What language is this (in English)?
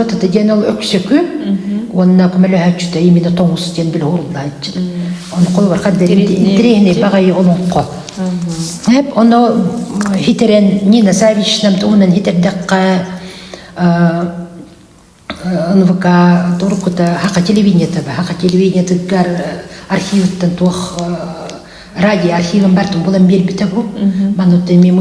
Yakut